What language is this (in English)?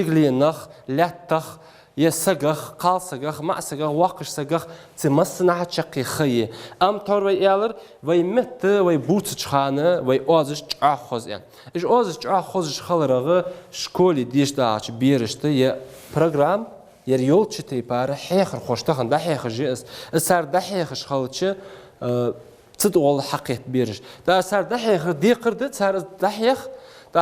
Ingush